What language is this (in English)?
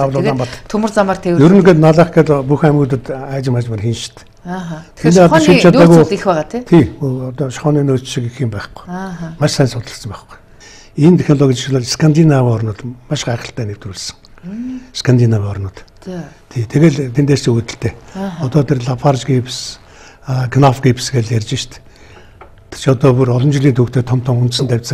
Mongolian